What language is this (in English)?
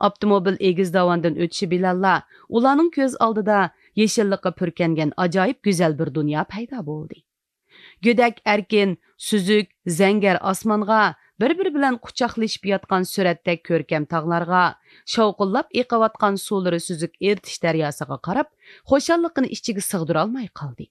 Uyghur